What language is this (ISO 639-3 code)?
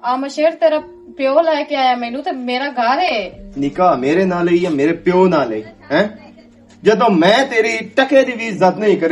lah